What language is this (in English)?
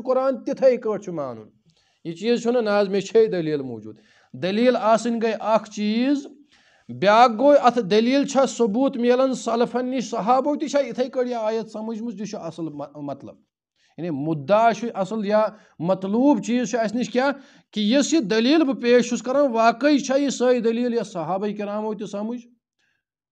Kashmiri